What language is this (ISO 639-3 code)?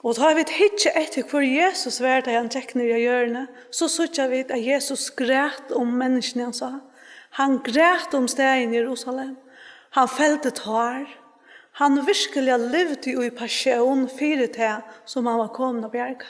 fao